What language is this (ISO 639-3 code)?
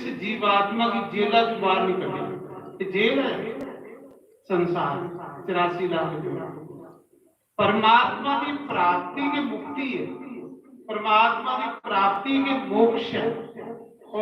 doi